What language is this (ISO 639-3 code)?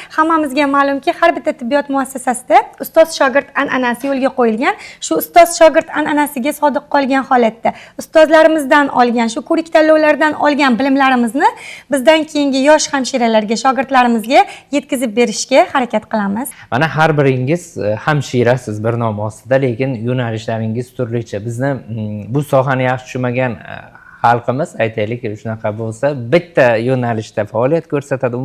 uzb